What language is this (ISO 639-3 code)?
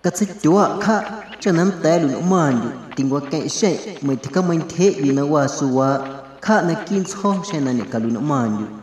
amu